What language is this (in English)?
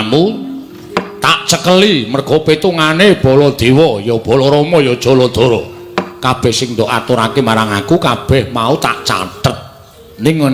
Javanese